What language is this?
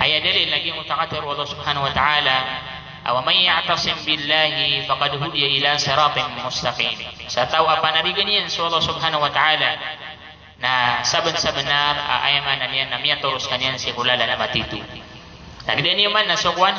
Maranao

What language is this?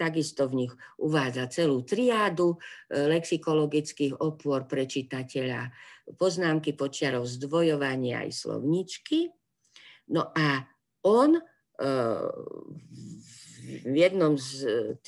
Slovak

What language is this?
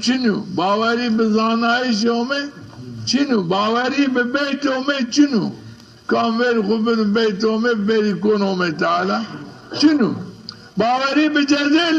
Zaza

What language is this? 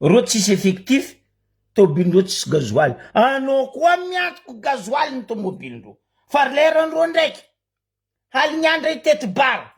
Malagasy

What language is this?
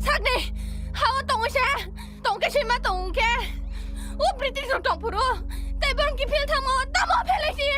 Kok Borok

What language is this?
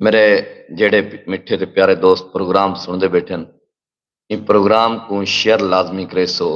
Saraiki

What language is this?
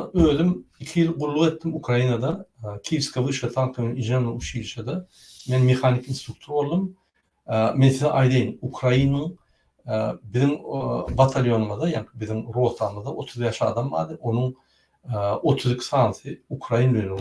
Turkmen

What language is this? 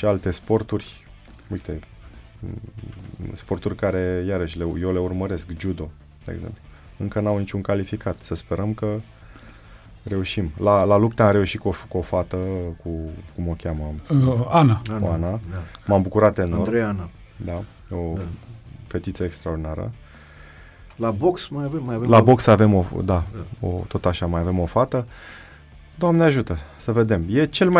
Romanian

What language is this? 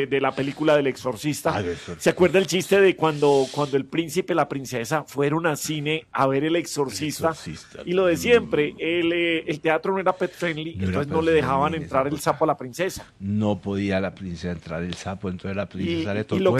Spanish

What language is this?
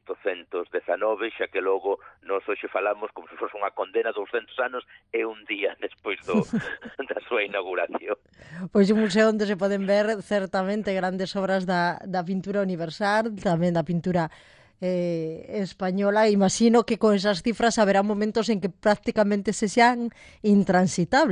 Galician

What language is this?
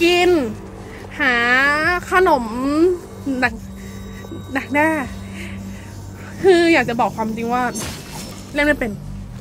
Thai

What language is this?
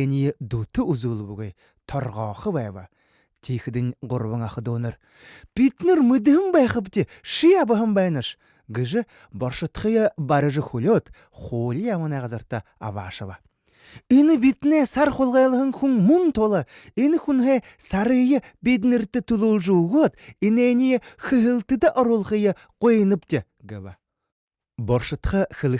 Buriat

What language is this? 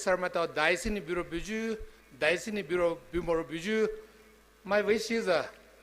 Poumei Naga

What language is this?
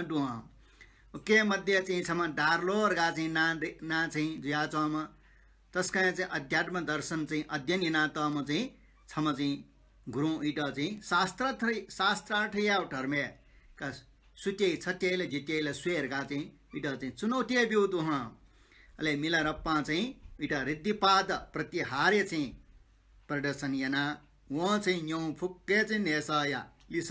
Newari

